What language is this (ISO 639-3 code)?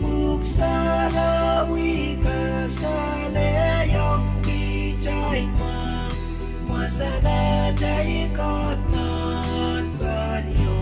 pon